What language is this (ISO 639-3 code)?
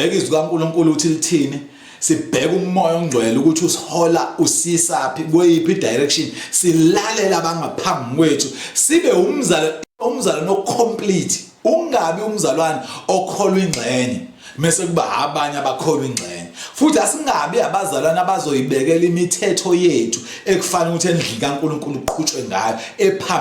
zul